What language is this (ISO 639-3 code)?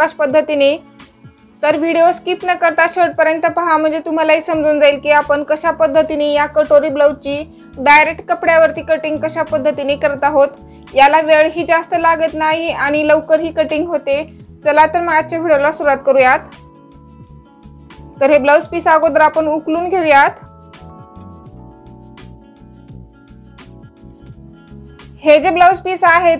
mar